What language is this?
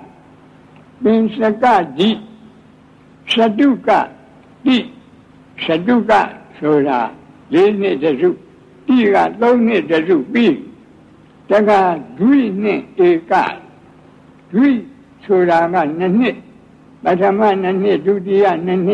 Burmese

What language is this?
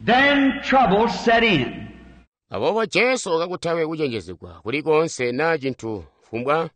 Tonga (Zambia)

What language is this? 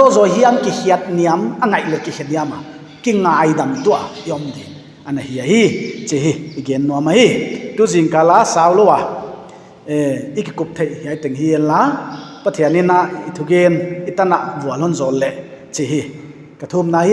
Paite Chin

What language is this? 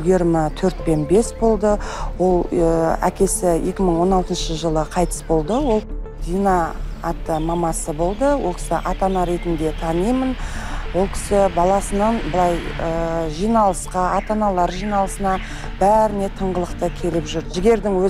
Kazakh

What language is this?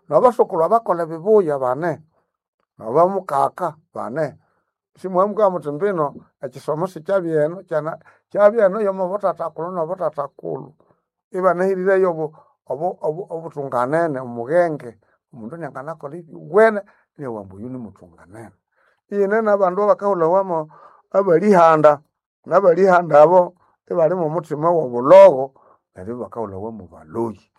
Nande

